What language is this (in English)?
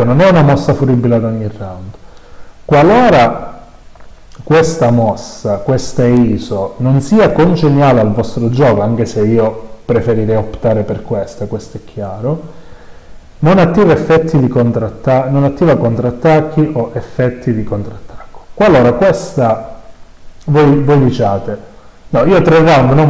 Italian